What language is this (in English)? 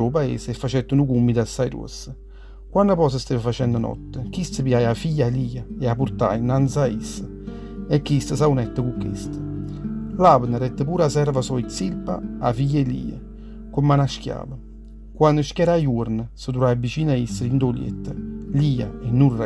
Neapolitan